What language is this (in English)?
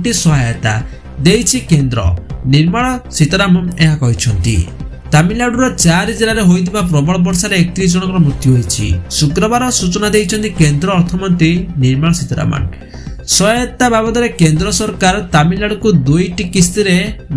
Odia